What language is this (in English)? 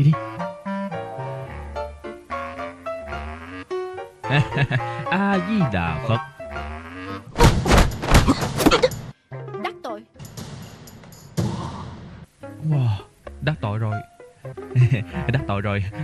Vietnamese